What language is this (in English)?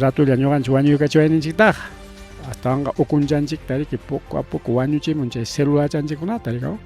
Ayacucho Quechua